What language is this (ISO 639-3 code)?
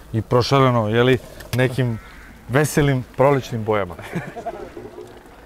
srp